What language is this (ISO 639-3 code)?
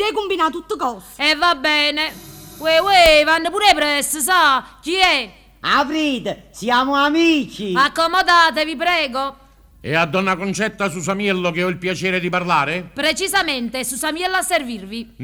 nap